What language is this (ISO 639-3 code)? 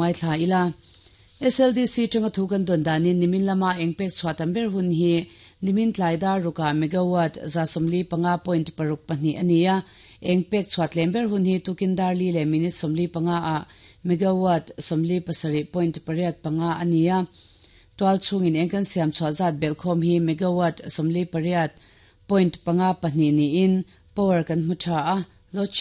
lus